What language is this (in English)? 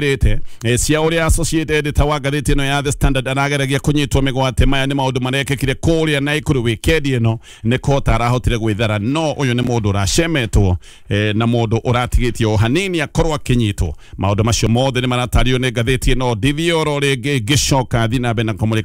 Kikuyu